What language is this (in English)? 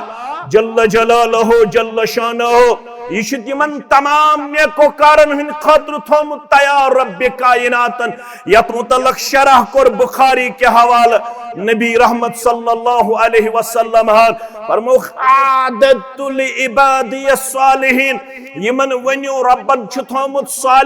Kashmiri